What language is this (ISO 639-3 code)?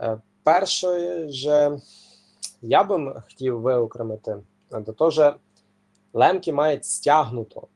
rue